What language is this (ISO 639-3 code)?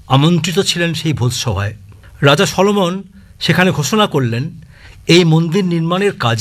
ben